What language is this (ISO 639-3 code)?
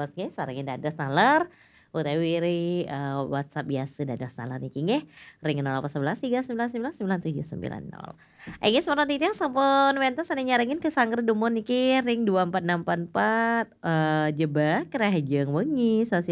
ban